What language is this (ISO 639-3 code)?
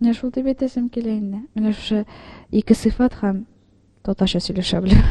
tat